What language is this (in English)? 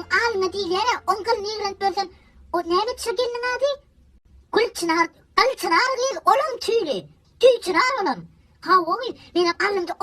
Turkmen